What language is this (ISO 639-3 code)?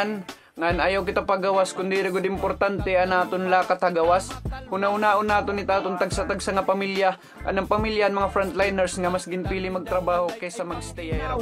war